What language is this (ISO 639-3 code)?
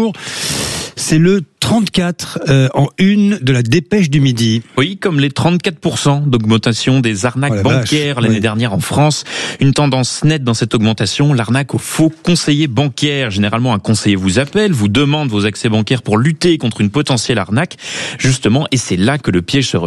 fra